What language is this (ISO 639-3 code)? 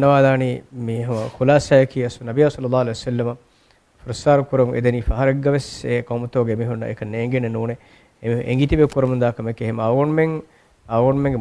div